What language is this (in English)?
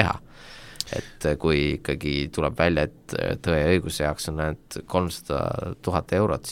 Estonian